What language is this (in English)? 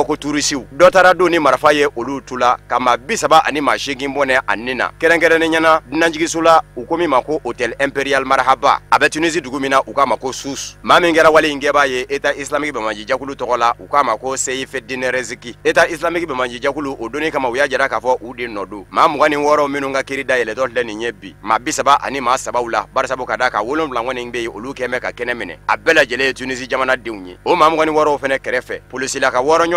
Bambara